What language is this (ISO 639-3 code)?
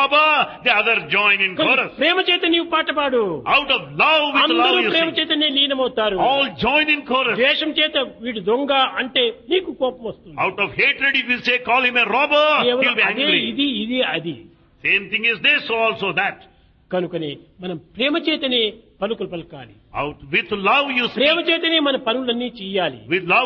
tel